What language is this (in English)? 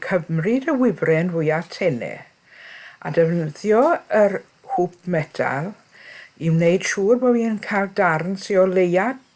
Welsh